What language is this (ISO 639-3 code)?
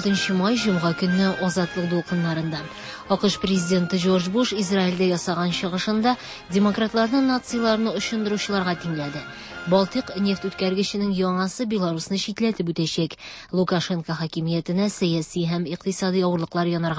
tat